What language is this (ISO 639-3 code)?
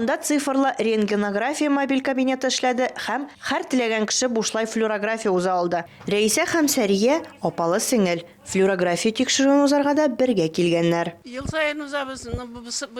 tat